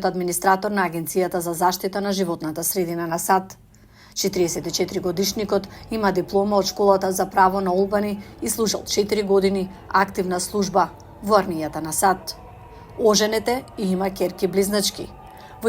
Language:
Macedonian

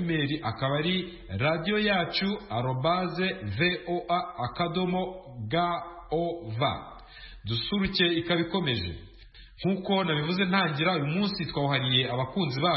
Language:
Kinyarwanda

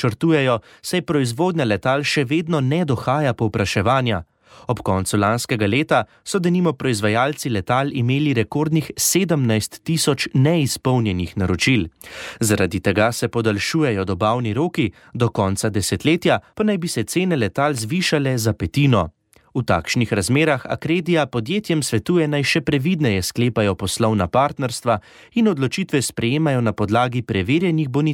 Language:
Slovenian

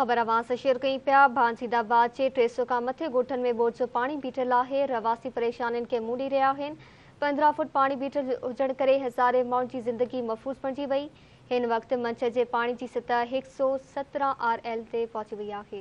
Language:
Sindhi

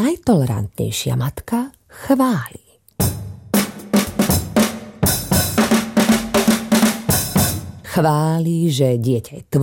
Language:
Slovak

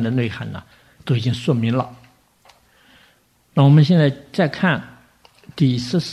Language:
Chinese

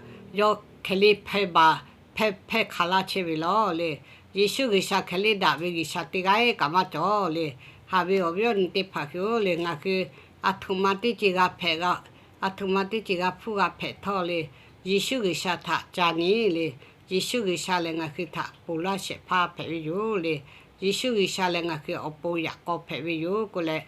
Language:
Lahu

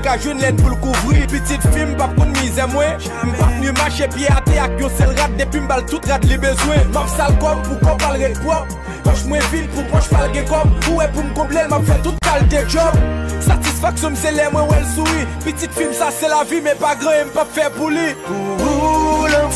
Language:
Haitian Creole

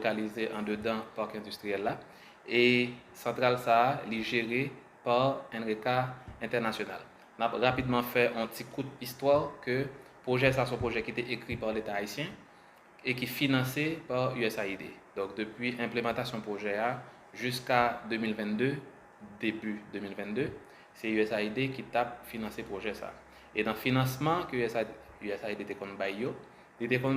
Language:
Haitian Creole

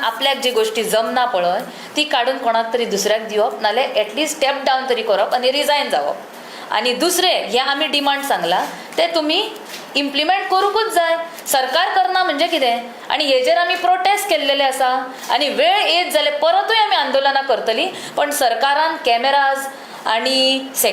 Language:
Konkani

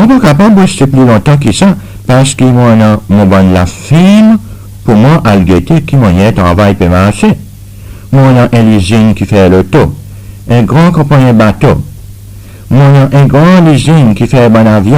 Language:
Seselwa Creole French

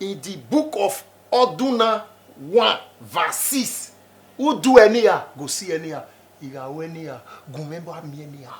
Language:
Bini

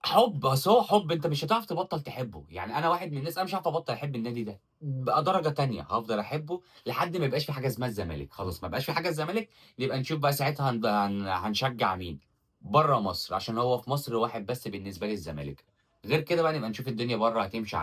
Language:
Egyptian Arabic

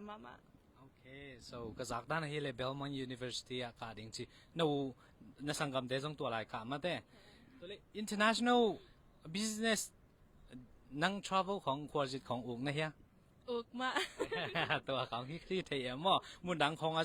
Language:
Tedim Chin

